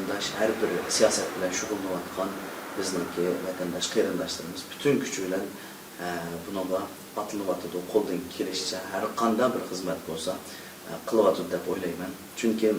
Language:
Uyghur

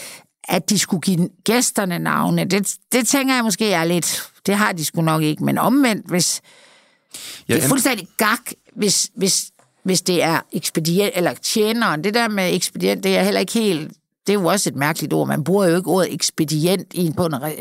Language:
Danish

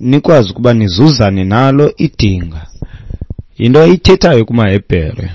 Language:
Xhosa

